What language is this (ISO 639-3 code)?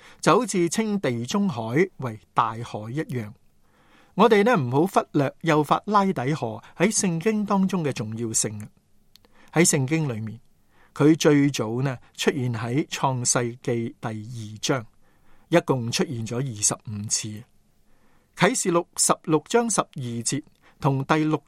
yue